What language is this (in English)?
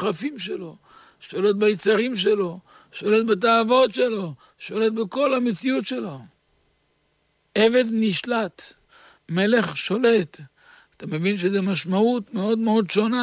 Hebrew